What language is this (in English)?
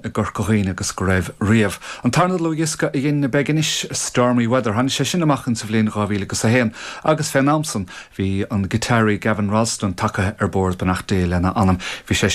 Irish